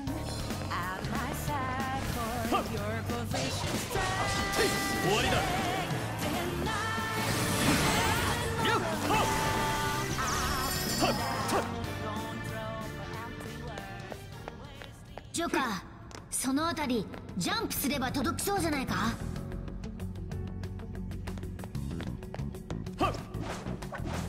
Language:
Japanese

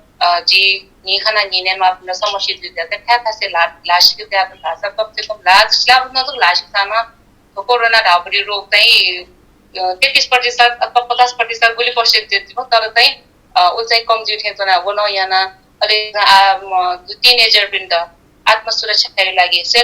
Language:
Newari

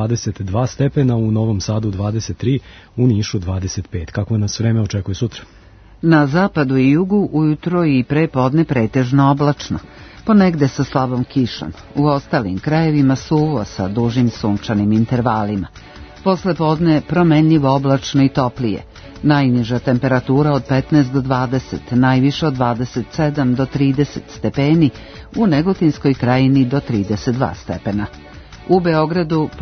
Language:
Serbian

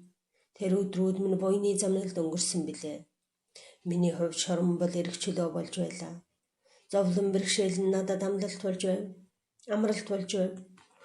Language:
Mongolian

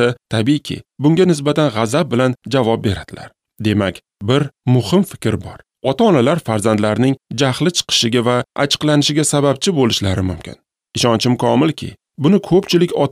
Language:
Uzbek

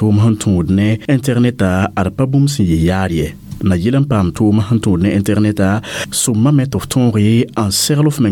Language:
Mossi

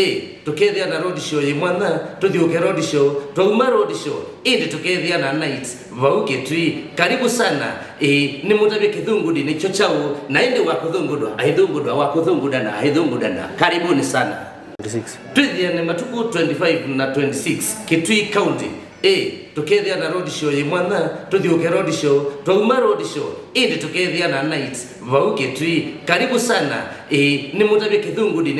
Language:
Kamba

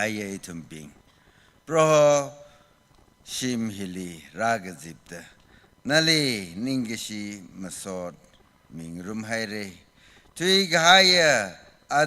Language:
Tangkhul Naga (India)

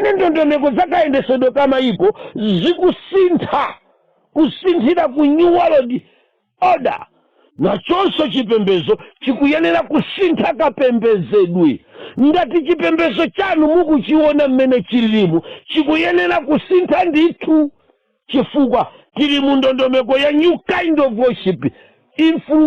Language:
Nyanja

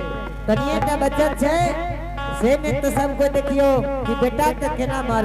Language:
Angika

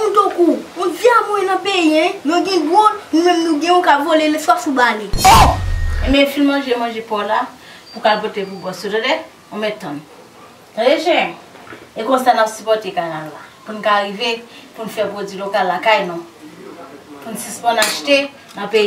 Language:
Haitian Creole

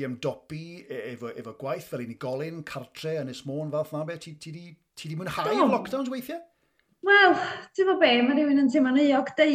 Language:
Welsh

